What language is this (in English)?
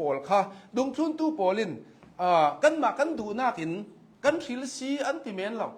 Hakha Chin